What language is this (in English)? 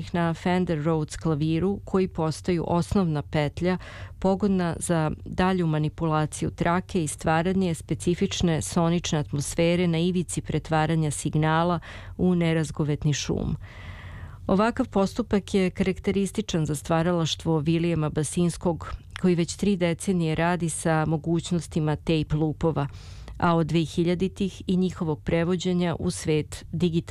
Serbian